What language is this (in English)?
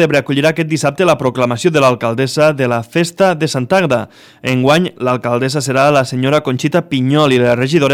Catalan